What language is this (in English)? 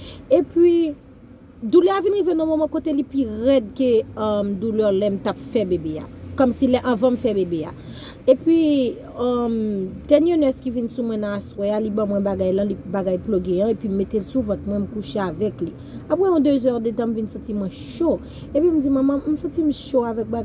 Haitian Creole